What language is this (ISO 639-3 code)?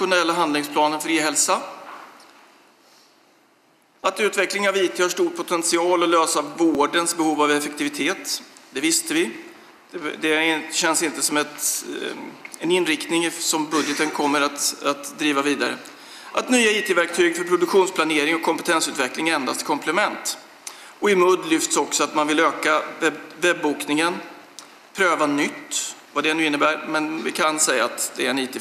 swe